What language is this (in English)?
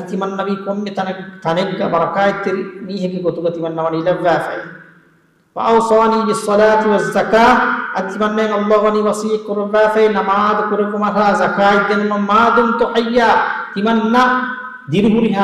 Divehi